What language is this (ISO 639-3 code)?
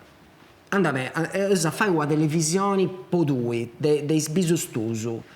srd